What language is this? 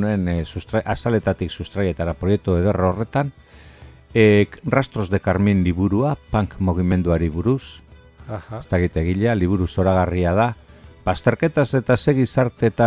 Basque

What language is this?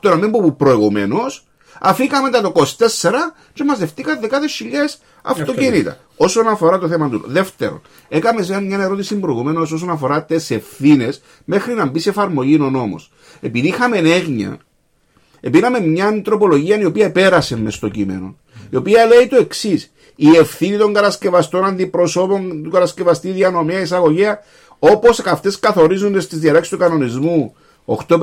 Greek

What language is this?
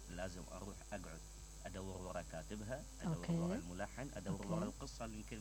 Mesopotamian Arabic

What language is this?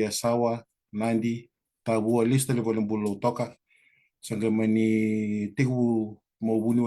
Fijian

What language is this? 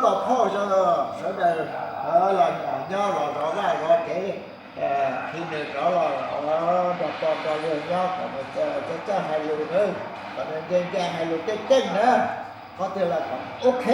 Hmong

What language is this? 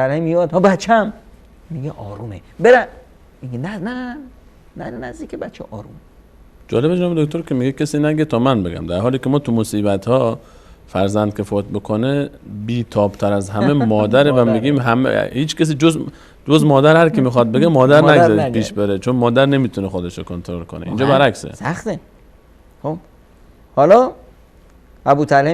Persian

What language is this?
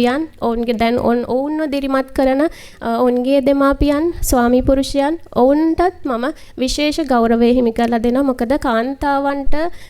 Sinhala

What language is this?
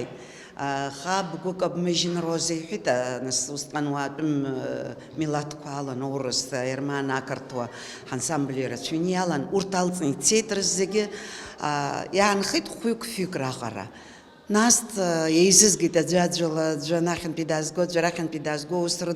Abkhazian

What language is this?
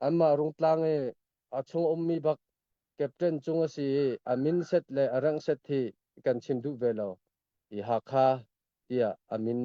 Hakha Chin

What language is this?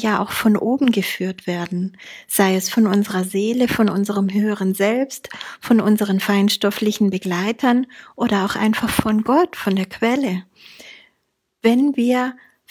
German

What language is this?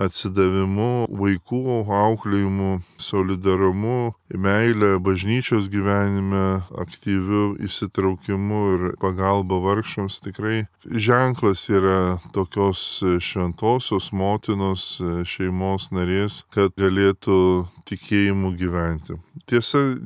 Lithuanian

